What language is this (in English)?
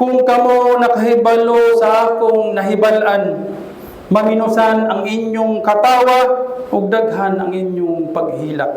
Cebuano